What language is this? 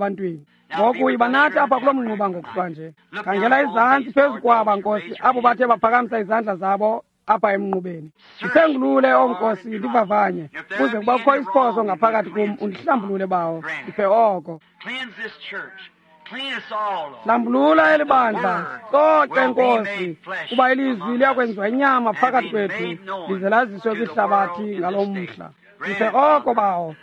Xhosa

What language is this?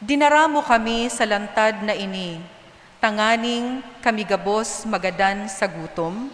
Bikol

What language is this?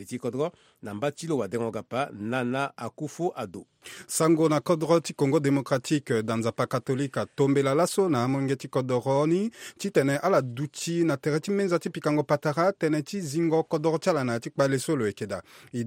Sango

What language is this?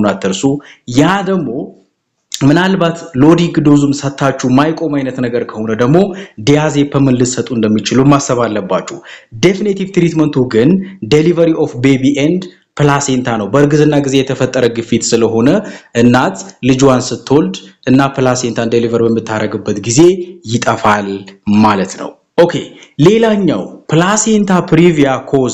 Amharic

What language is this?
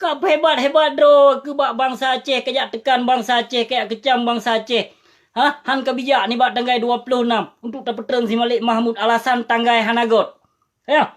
Achinese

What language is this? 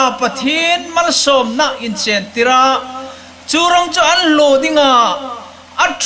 Hmar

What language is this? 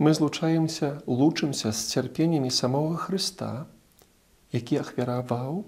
Belarusian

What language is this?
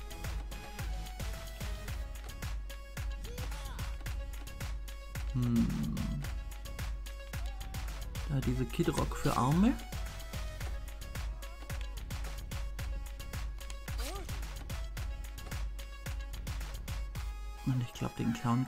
German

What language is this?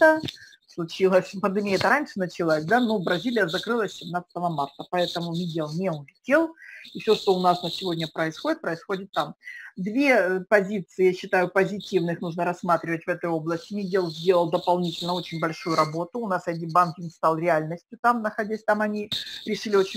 Russian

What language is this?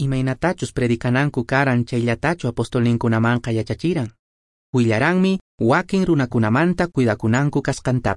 Quechua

